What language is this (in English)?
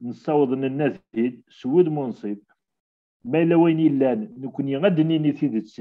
Kabyle